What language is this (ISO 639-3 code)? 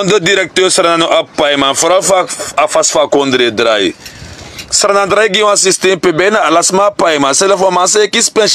srn